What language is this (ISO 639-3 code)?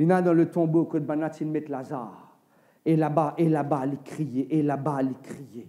mfe